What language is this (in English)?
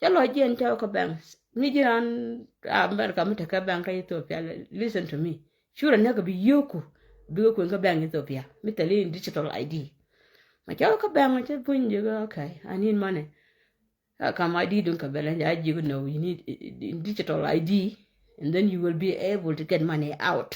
Nuer